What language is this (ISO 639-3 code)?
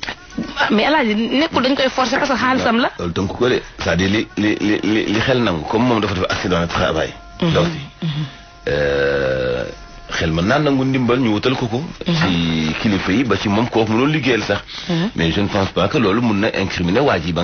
wol